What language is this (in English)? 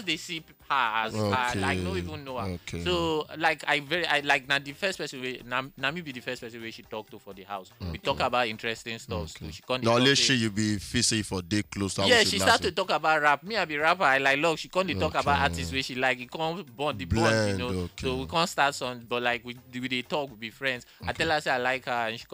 Nigerian Pidgin